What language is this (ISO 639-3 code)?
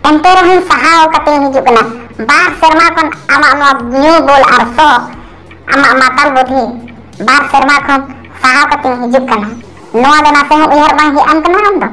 sat